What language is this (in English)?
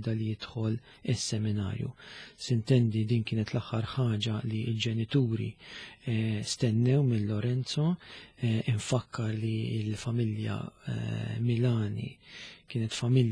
Maltese